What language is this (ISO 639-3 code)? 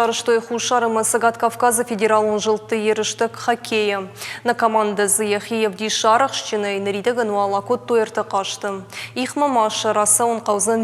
oss